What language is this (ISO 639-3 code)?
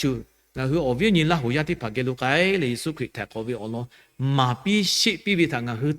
lhu